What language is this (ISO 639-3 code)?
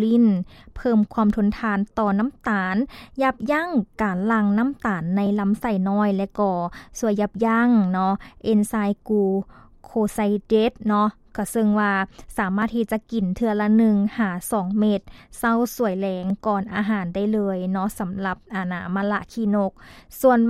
lao